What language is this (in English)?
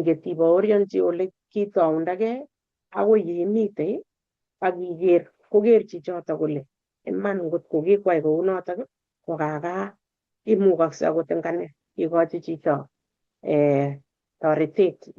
Kalenjin